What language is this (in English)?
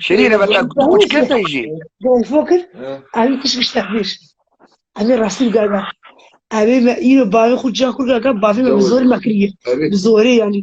Kurdish